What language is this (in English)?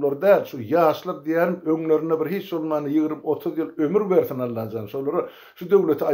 Turkmen